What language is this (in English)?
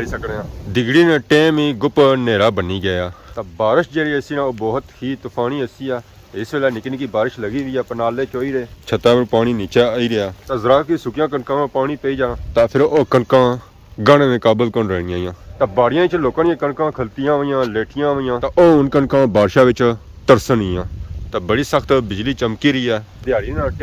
Pahari-Potwari